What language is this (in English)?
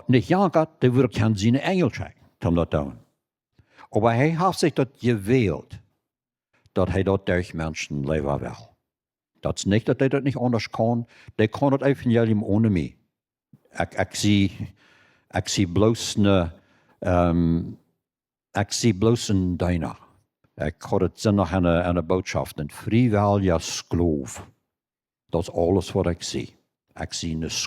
Plautdietsch